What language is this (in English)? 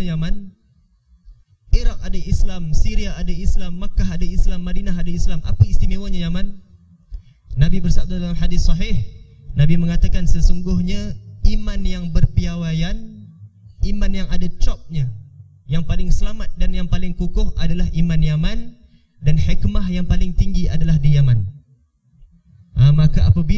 Malay